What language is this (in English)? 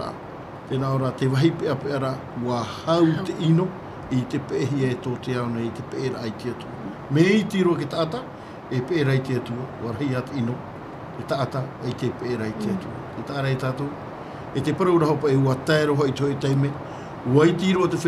Tahitian